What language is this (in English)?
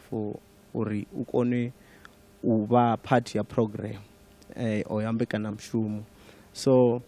Venda